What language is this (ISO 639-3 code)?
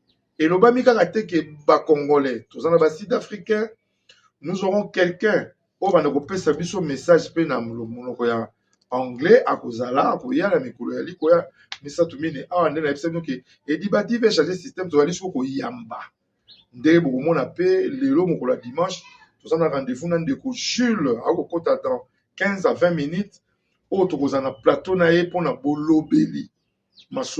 lin